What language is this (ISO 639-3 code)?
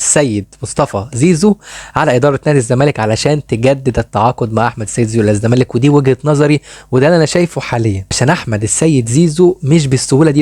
arz